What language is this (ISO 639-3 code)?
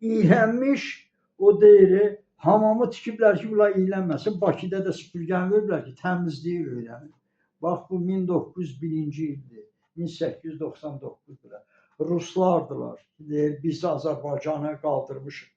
aze